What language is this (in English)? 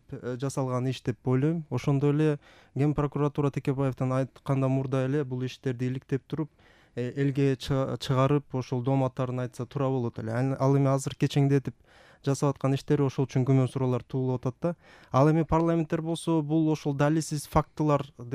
Kyrgyz